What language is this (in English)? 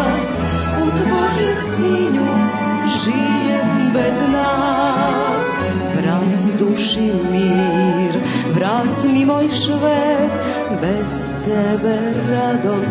Rusyn